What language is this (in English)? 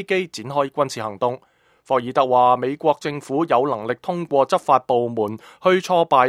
Cantonese